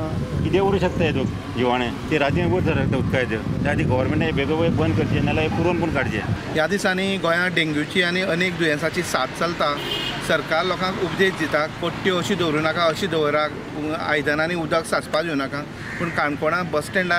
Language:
Konkani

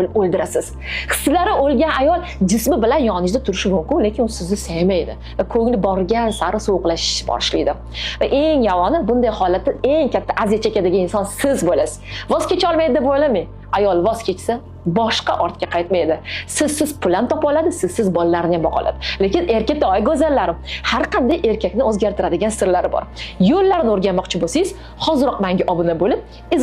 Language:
Uzbek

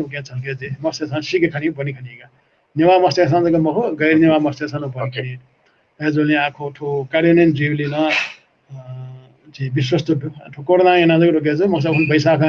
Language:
Newari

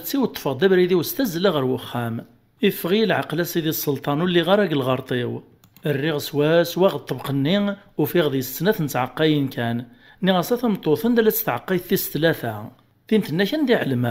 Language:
Kabyle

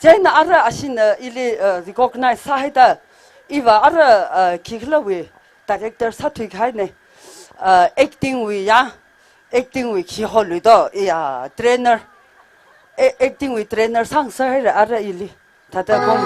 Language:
Tangkhul Naga (India)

